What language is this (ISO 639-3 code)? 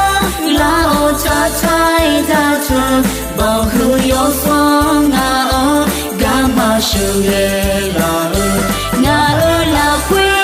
ahk